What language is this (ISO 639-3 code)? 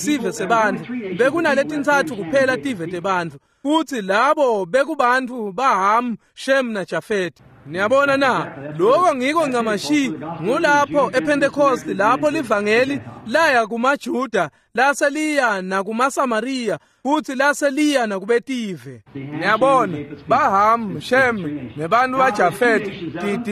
ssw